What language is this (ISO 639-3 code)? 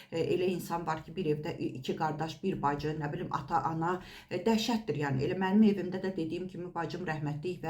aze